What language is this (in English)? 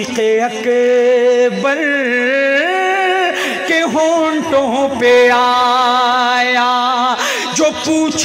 Urdu